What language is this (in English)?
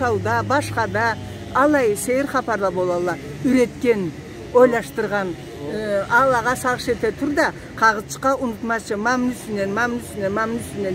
Karachay-Balkar